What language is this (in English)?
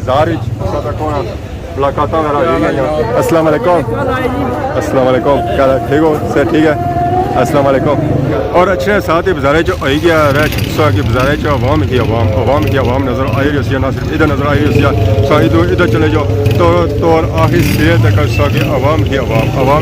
Pahari-Potwari